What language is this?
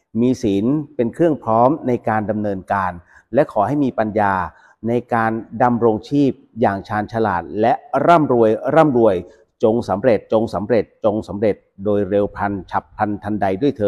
Thai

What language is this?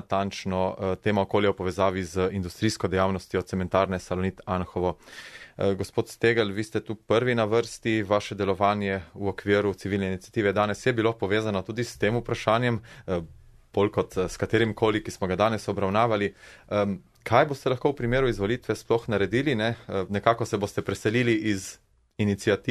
Slovenian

